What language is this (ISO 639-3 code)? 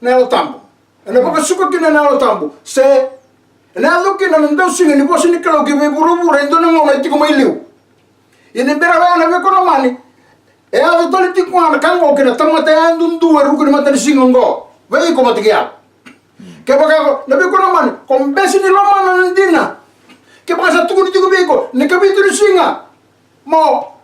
fij